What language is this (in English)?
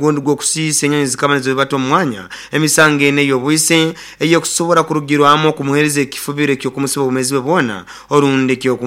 Nyoro